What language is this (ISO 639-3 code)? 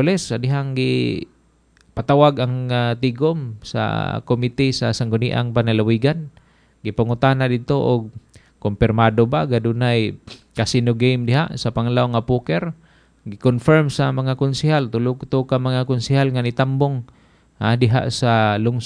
ceb